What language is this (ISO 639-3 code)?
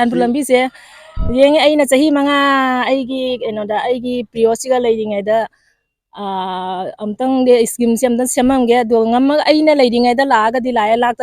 mni